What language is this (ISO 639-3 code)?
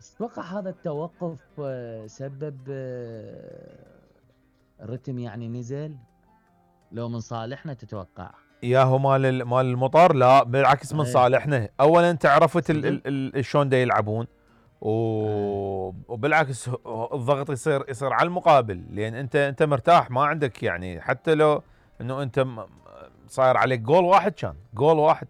acm